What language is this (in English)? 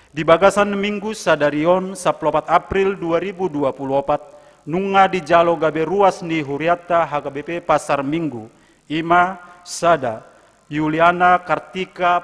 Batak Toba